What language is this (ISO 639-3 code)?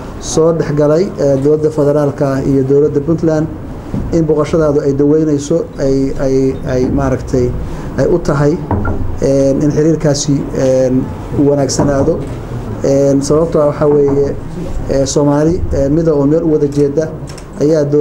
som